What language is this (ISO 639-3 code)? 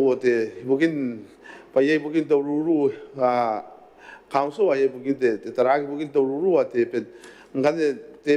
gil